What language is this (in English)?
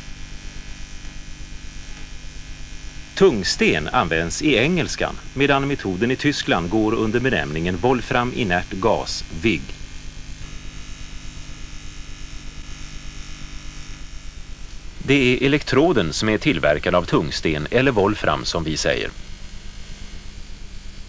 Swedish